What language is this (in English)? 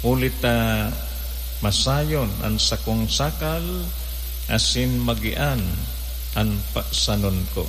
Bikol